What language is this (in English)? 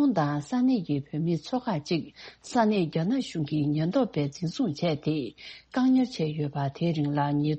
Tibetan